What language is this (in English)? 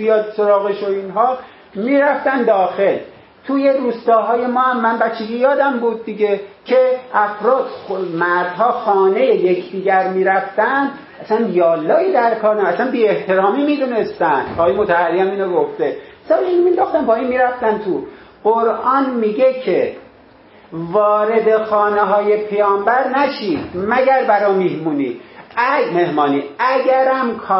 Persian